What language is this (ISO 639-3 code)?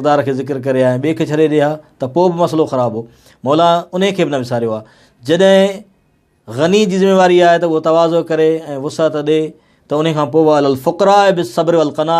snd